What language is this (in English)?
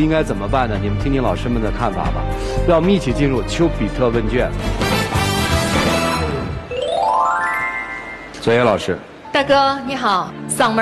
Chinese